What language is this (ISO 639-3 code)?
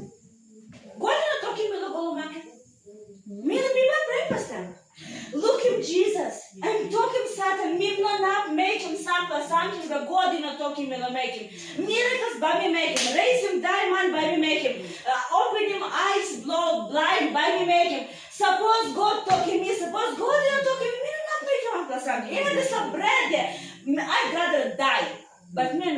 tpi